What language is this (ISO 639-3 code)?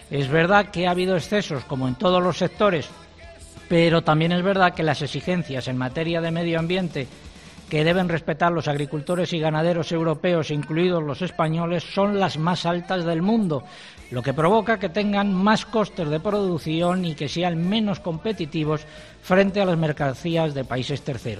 spa